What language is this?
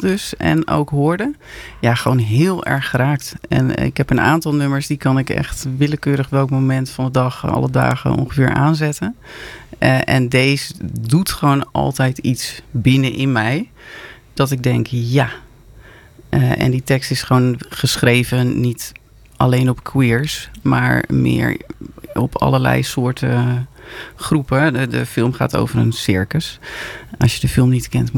Dutch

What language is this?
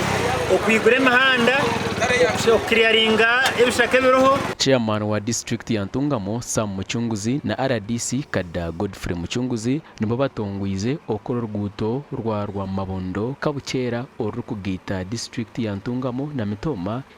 Nyankole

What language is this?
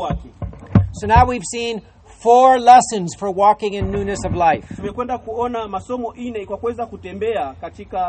Swahili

